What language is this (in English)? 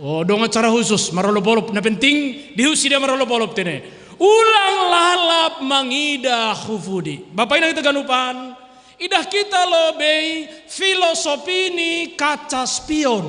Batak Simalungun